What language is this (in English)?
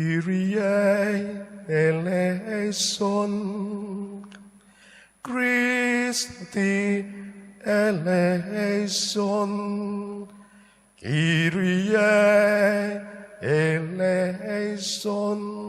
Central Dusun